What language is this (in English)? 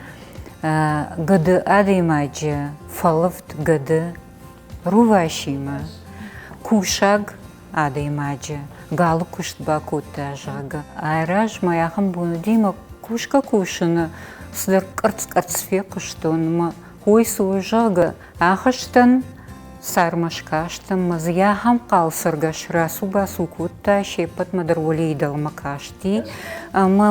Ossetic